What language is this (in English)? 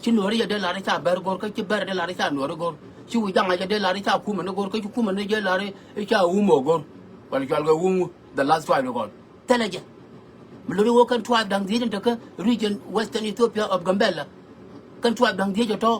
Nuer